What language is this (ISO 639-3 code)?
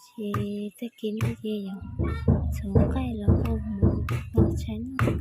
hmn